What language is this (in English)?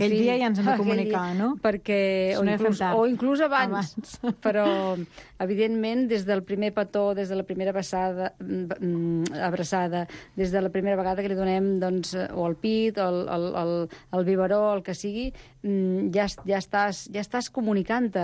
Catalan